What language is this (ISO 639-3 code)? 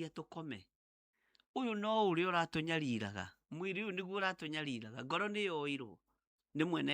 kik